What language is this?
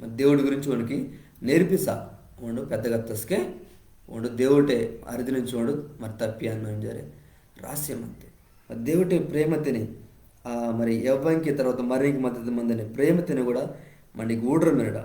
Koya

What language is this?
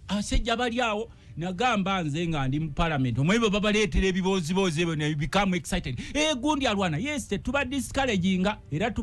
Ganda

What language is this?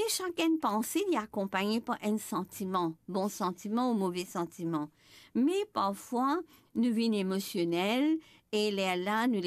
Morisyen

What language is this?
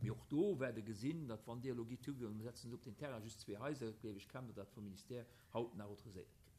Luxembourgish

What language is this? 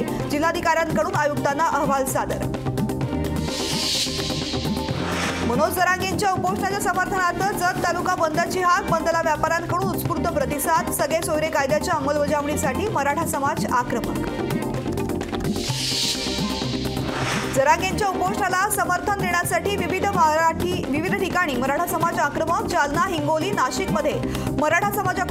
Marathi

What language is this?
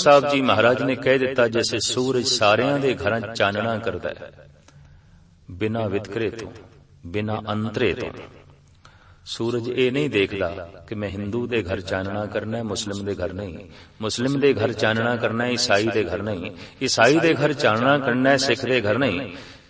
Punjabi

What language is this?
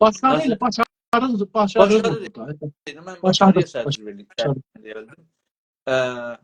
South Azerbaijani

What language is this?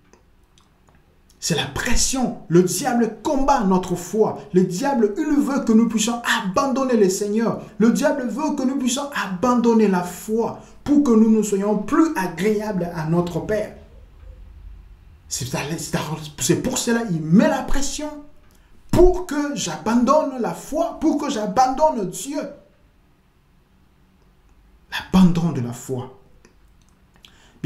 French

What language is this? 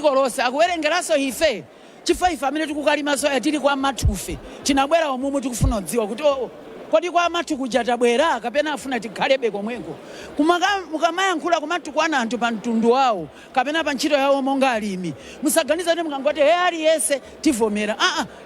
Nyanja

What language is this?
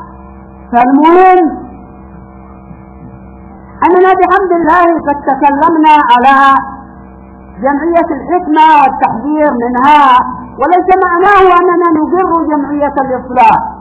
Arabic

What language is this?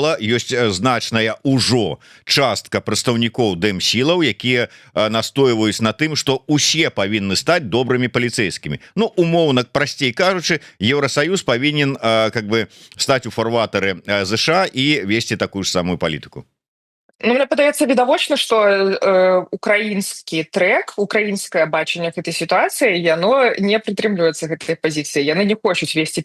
Belarusian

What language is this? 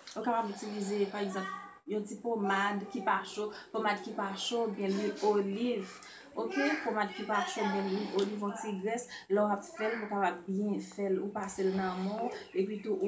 Haitian Creole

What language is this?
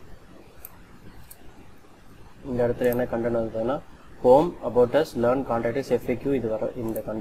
Tamil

